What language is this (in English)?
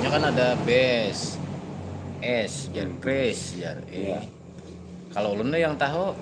Banjar